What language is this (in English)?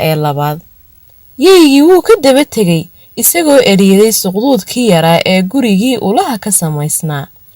Somali